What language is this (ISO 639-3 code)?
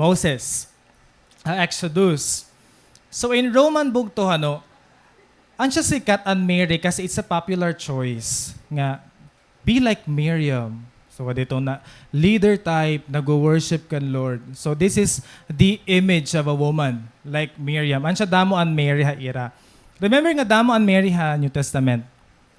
war